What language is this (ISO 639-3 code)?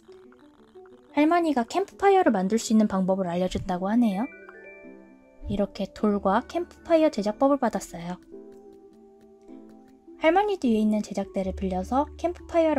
kor